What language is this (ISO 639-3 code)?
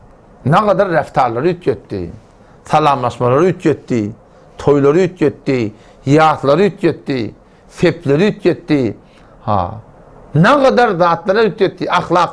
tuk